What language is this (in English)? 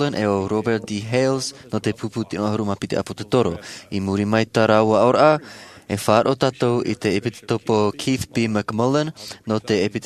Tahitian